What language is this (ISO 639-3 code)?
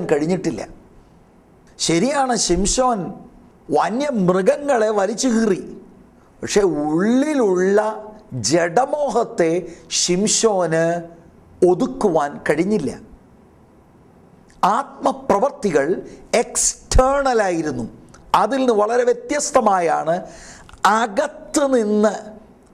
mal